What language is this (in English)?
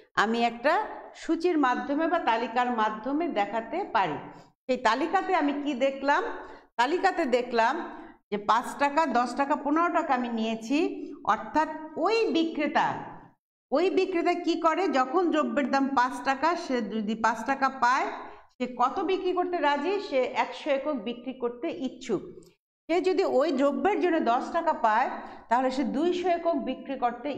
Bangla